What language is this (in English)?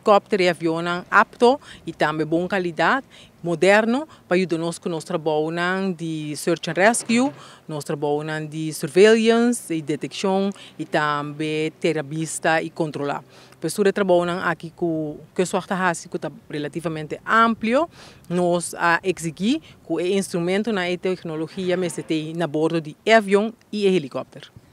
Papiamento